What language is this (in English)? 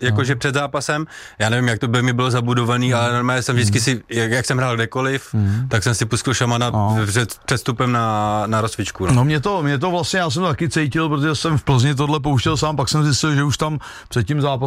Czech